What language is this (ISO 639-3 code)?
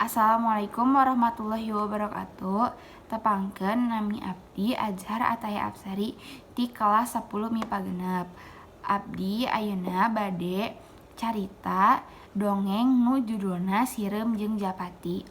sun